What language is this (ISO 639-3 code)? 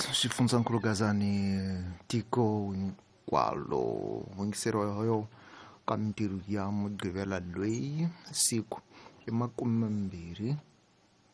tso